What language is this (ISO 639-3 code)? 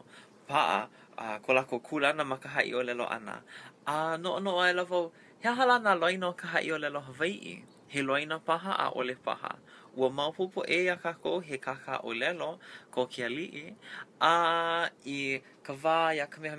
haw